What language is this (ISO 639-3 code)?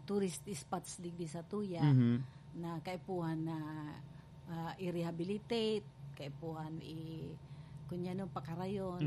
bik